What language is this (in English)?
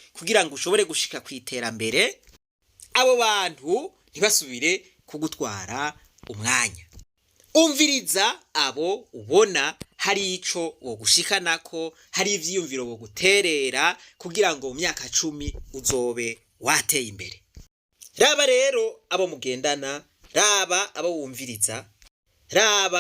Rundi